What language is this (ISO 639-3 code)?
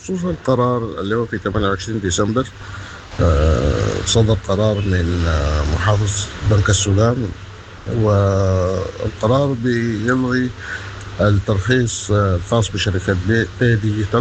apd